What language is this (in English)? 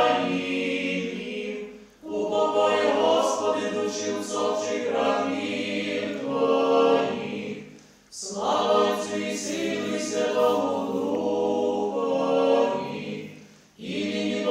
Ukrainian